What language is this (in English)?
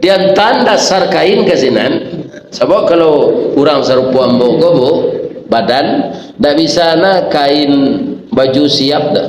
Minangkabau